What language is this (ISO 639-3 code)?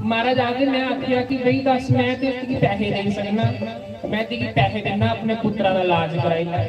doi